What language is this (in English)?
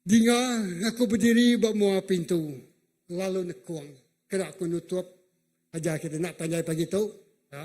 Iban